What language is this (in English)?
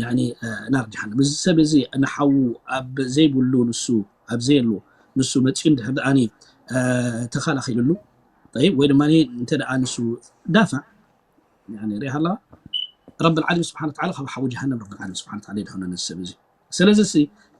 Tigrinya